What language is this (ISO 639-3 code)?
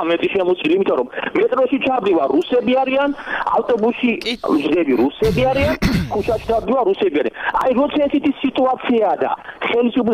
kat